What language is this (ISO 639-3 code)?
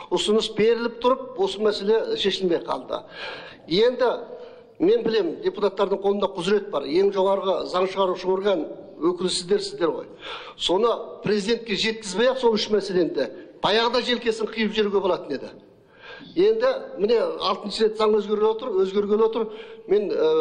kaz